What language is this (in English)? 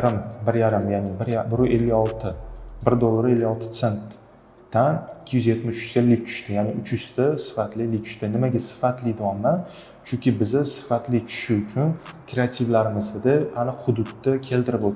Uzbek